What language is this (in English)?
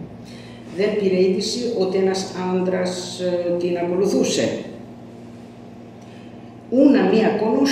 Greek